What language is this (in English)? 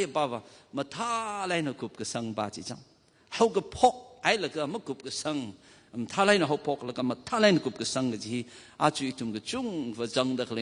Tangkhul Naga (India)